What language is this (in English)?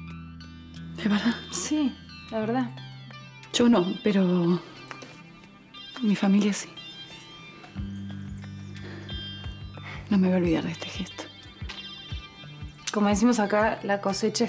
Spanish